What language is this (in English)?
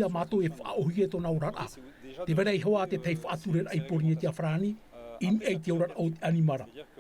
Tahitian